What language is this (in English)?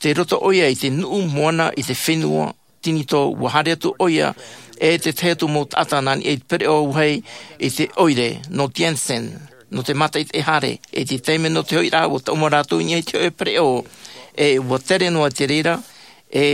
Tahitian